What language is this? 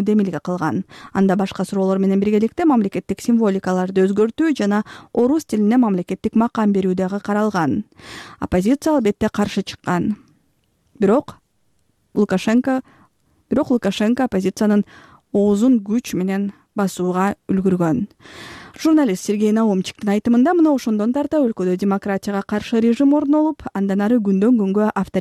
Kyrgyz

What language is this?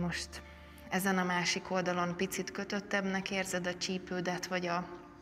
Hungarian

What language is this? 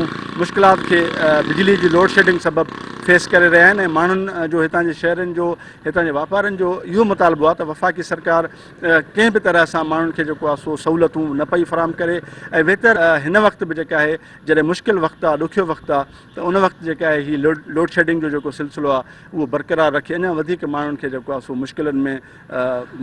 Sindhi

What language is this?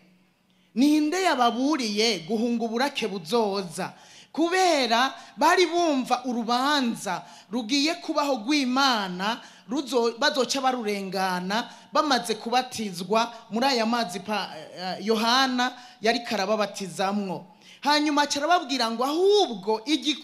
Rundi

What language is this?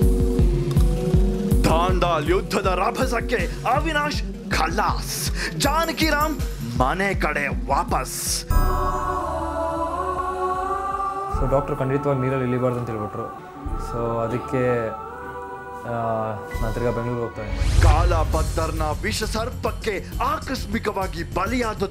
Kannada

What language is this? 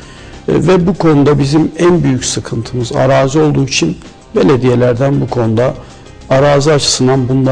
Turkish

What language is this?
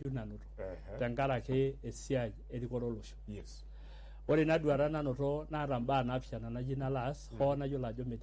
Masai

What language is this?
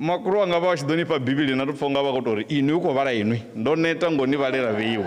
Venda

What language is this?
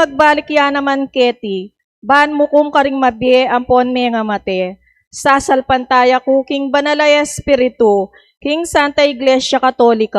Pampanga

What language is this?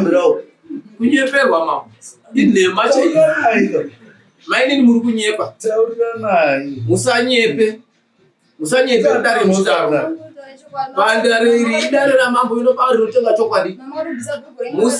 Shona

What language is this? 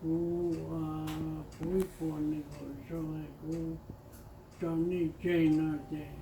Hmong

